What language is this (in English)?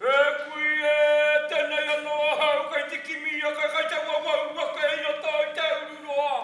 Māori